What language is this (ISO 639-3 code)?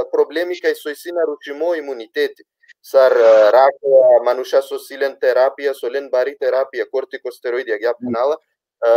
rmn